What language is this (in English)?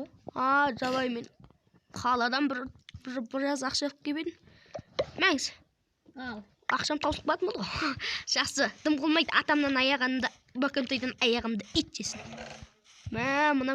Kazakh